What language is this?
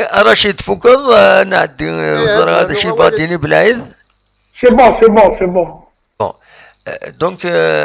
Kabyle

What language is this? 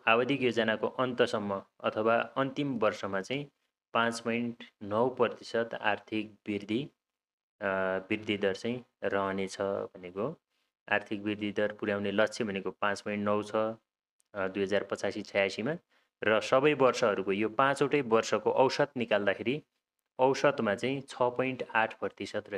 Nepali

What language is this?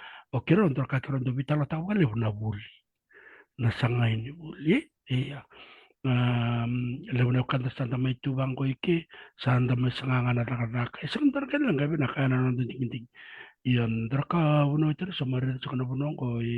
Fijian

